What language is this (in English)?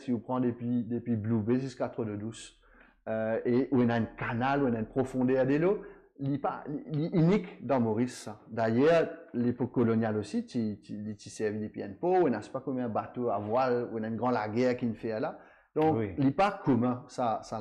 Morisyen